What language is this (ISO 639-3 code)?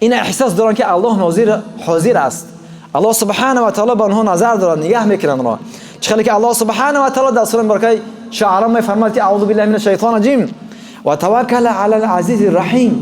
tgk